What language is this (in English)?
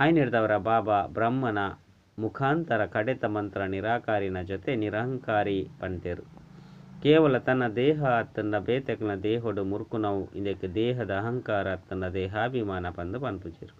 Tulu